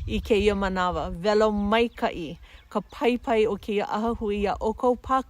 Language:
Hawaiian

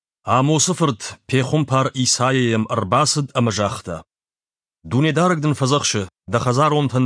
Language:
Ossetic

